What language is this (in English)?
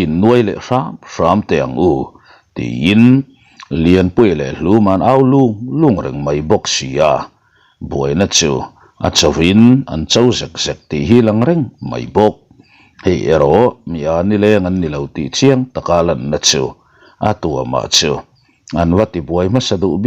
Mizo